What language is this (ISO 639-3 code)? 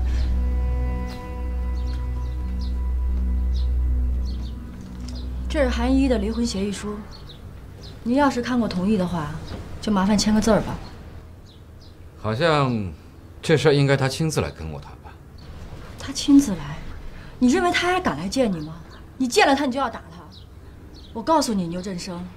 zho